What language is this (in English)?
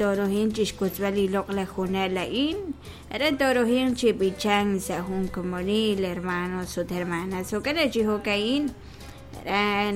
Kekchí